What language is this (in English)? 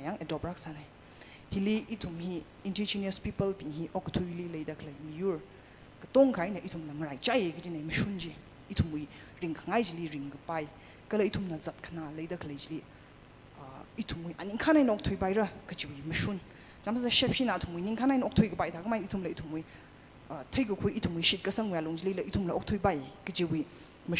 Tangkhul Naga (India)